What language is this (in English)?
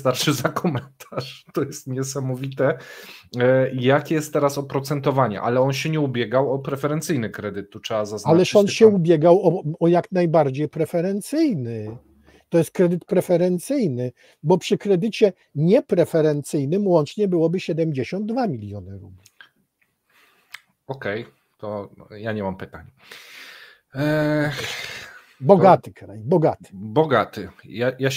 Polish